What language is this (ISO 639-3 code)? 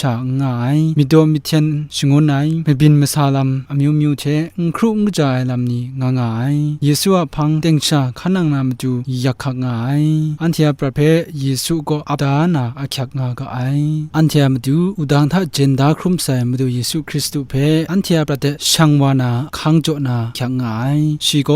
kac